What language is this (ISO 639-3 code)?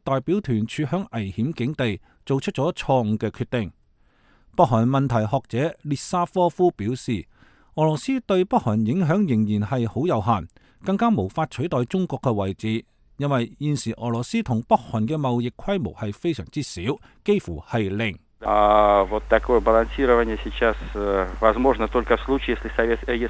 yue